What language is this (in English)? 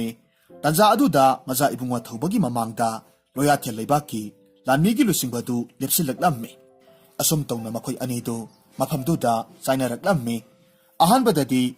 Manipuri